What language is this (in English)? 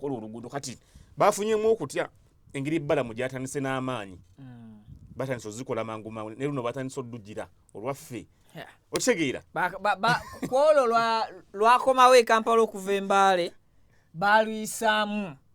Ganda